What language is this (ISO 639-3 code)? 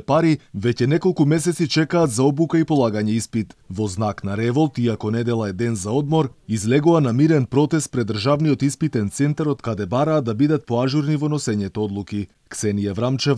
mkd